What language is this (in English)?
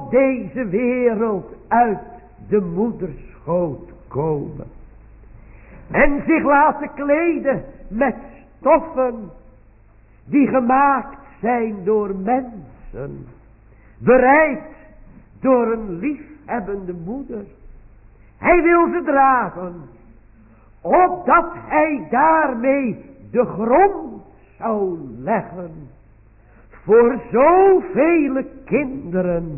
Dutch